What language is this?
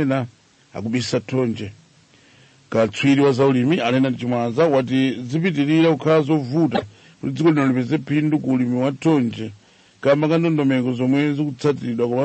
Nyanja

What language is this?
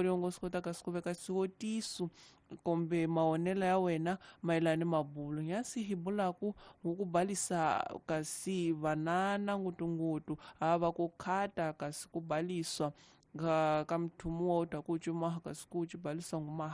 Tsonga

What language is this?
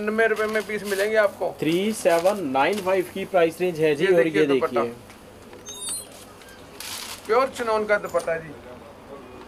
Hindi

